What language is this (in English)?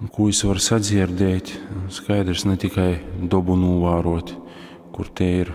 Latgalian